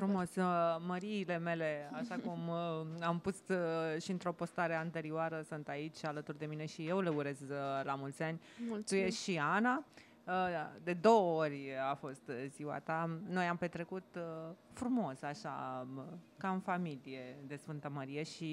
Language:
Romanian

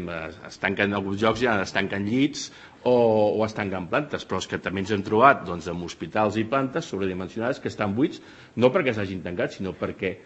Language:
Catalan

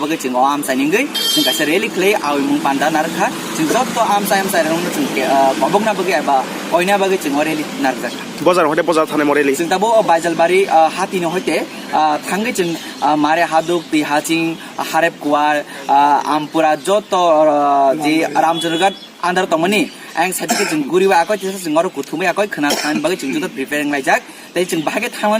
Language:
Kok Borok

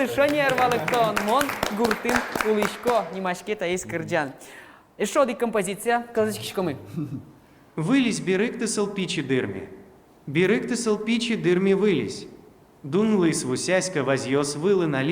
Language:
Udmurt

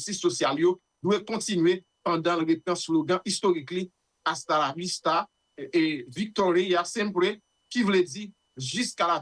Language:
Haitian Creole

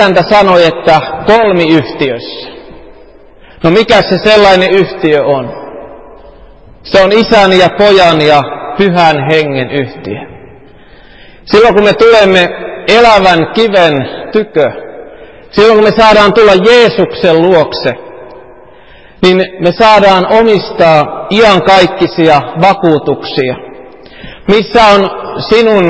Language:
Finnish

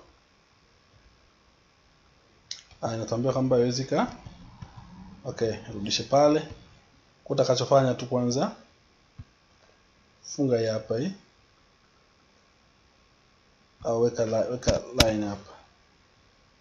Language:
Swahili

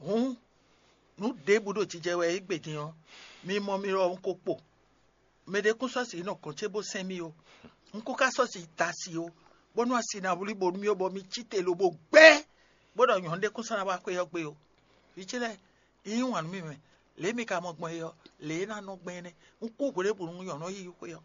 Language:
Fon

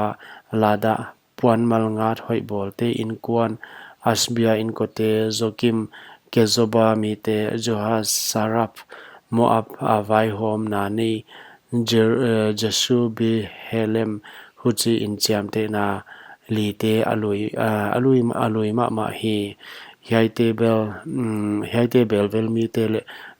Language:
Paite Chin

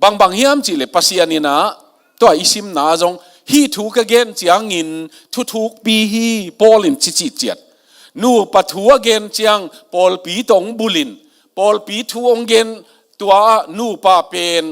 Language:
Tedim Chin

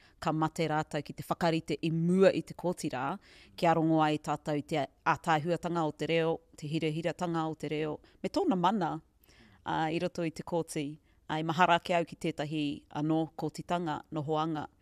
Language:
Māori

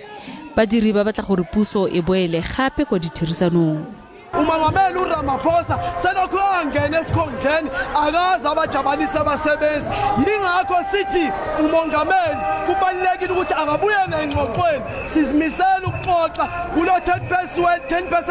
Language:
Tswana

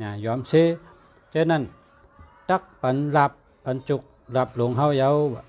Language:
Shan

